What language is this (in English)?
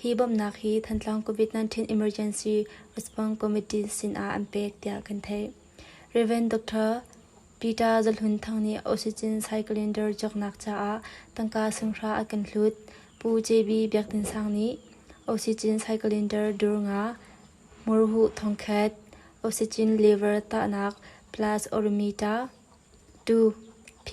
Hakha Chin